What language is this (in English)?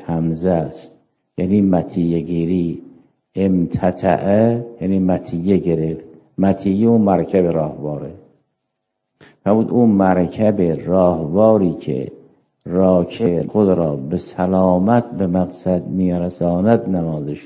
Persian